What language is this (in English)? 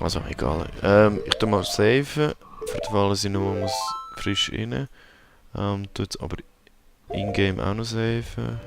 Swiss German